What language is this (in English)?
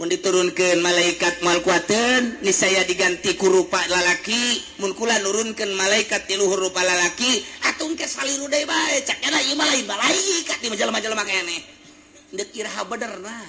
Sundanese